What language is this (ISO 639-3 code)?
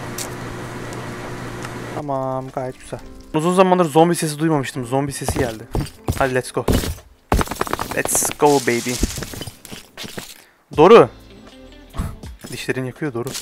tur